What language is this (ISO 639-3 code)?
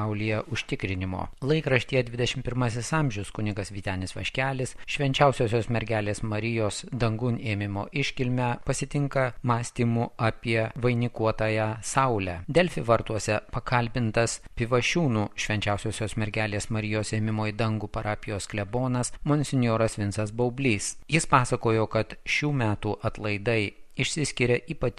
lit